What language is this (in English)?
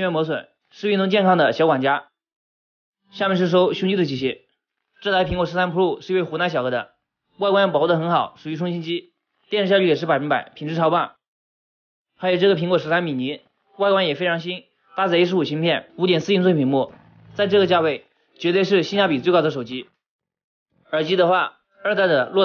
Chinese